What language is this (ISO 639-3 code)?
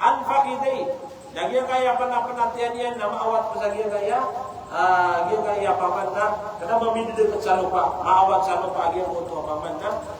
mrw